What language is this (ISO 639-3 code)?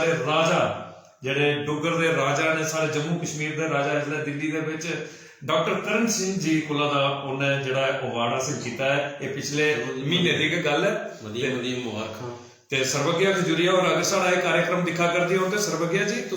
doi